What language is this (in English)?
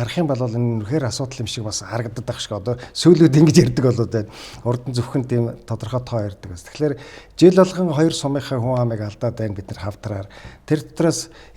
Mongolian